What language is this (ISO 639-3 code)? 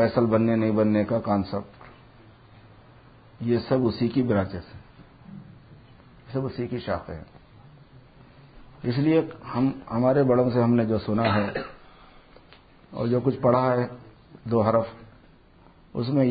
urd